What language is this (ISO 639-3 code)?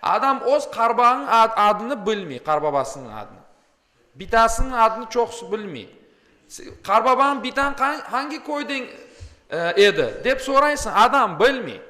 crh